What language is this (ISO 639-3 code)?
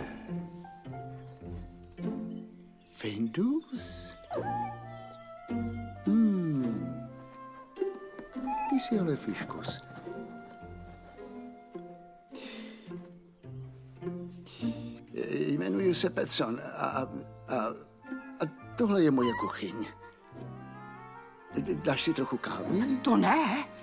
ces